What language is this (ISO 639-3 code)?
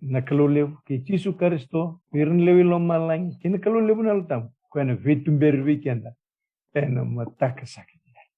fij